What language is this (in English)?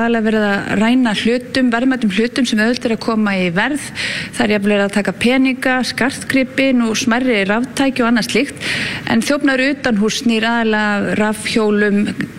Icelandic